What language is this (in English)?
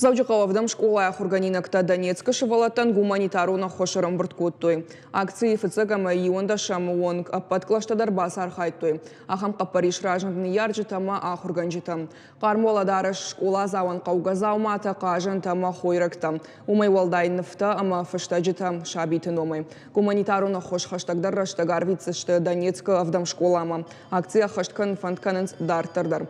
Ossetic